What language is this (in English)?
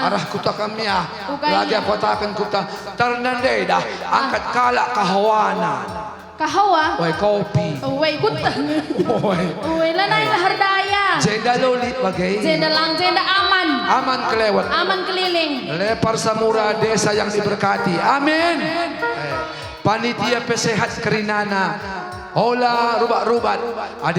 Batak Karo